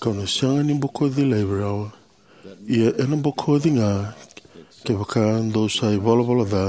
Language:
Fijian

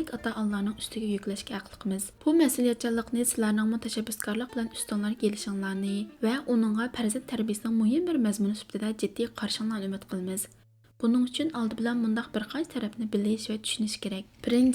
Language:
Uyghur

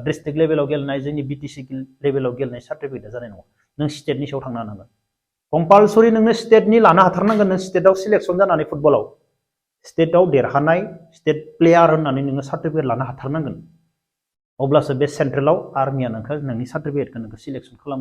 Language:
Bodo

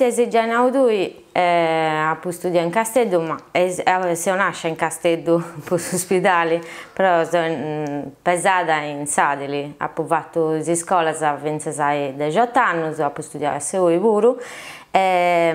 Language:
Sardinian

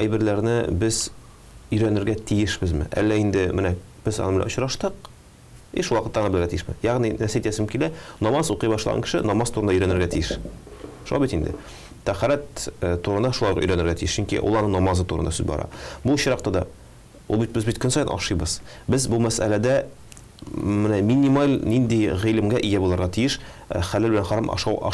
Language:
Tatar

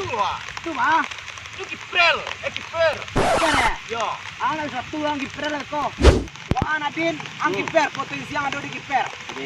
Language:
Minangkabau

